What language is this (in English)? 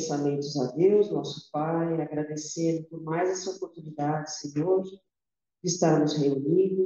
Portuguese